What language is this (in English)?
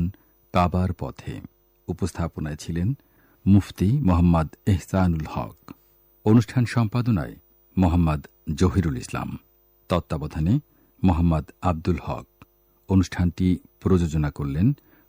Bangla